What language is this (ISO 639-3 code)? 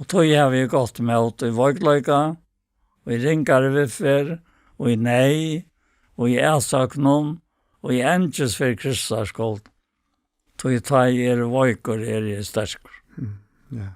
fao